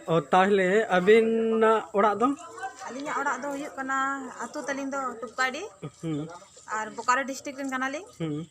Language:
Santali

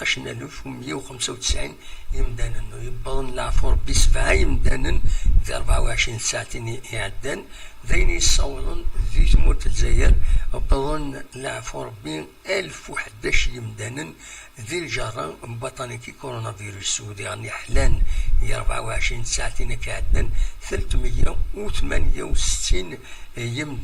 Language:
Kabyle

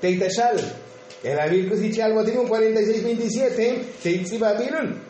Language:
Tzotzil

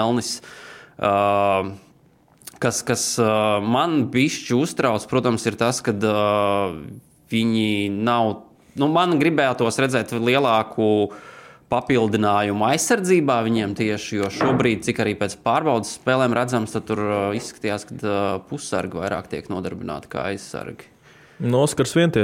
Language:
Latvian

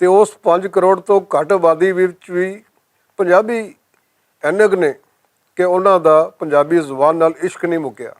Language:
Western Panjabi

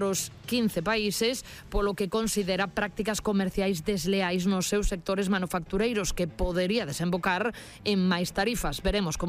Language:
Galician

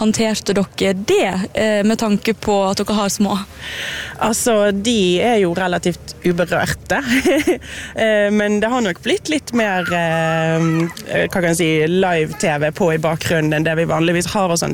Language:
Norwegian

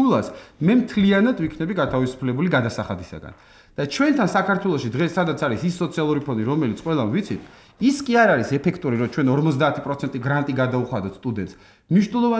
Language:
Georgian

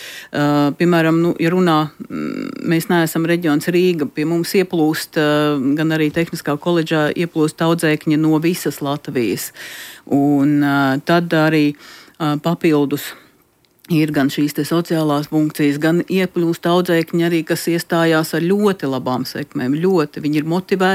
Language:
Latvian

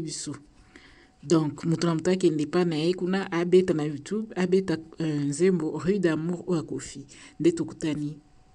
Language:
Lingala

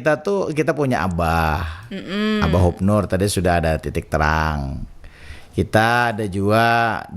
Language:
Banjar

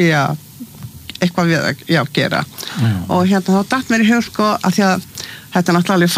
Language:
Icelandic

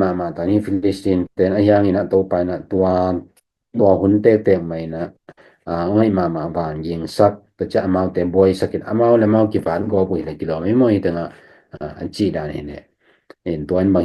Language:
Tedim Chin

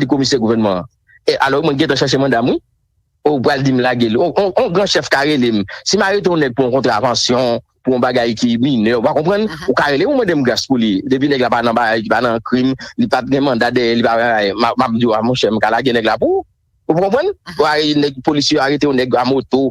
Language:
Haitian Creole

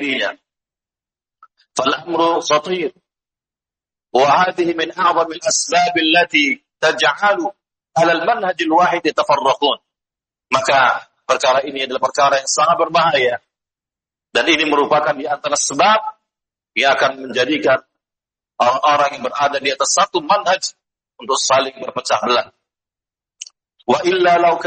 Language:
Indonesian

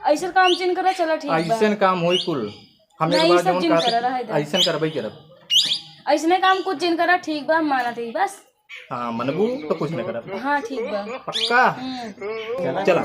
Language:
Awadhi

